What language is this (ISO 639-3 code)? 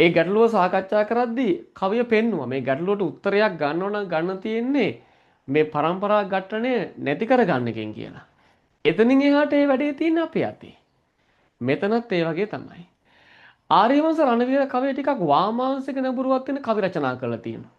sin